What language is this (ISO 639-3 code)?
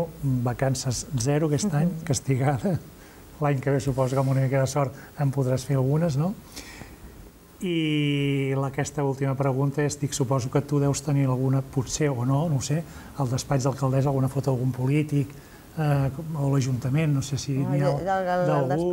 cat